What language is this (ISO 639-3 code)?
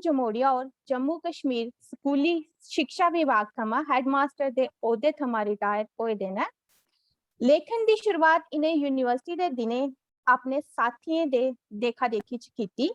doi